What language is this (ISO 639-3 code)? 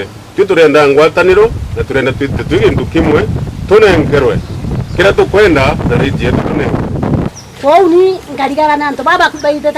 mer